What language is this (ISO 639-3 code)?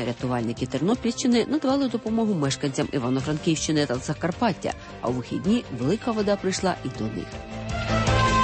ukr